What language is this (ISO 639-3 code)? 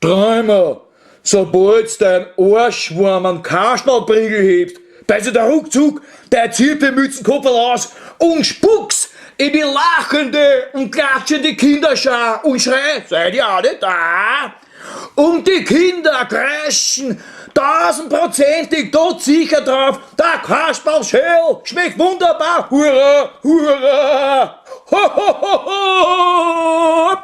bar